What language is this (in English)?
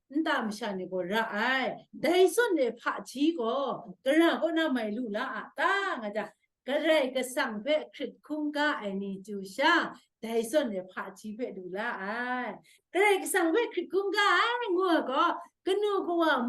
Kachin